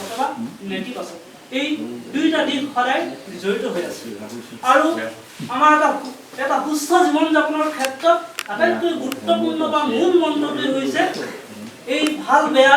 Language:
Assamese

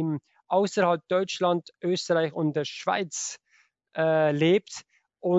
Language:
German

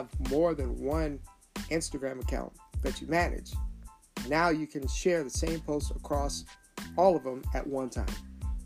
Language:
English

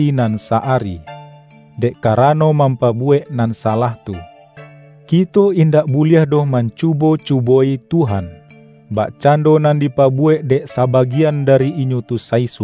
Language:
Minangkabau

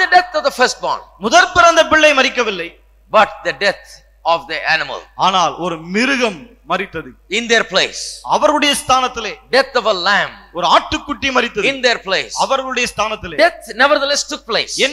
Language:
Tamil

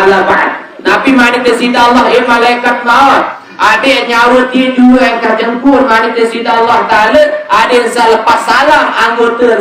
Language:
Sasak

